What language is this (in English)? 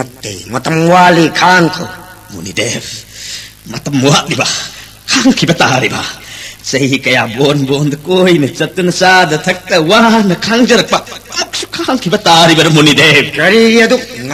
Manipuri